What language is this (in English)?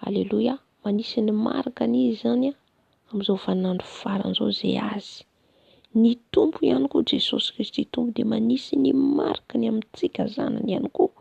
Malagasy